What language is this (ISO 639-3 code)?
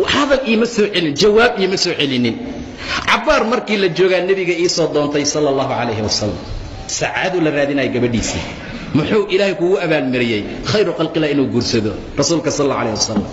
som